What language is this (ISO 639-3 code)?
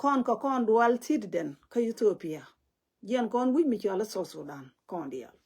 nus